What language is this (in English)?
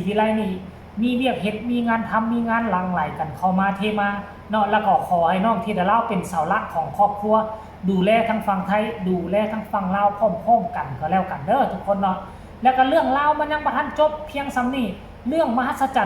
Northeastern Thai